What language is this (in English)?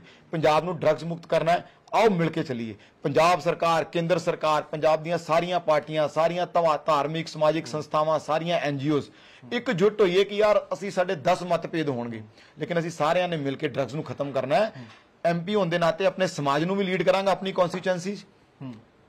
Punjabi